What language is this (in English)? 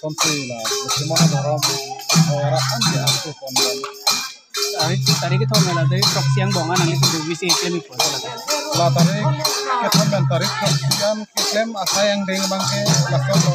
Karbi